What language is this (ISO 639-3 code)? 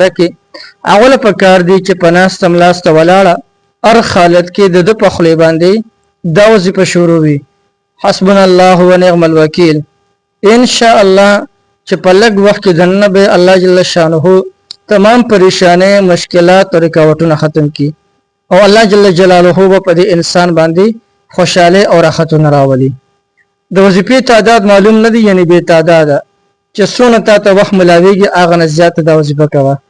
pus